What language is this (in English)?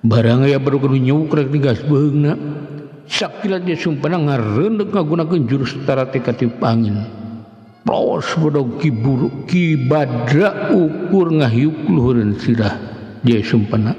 Sundanese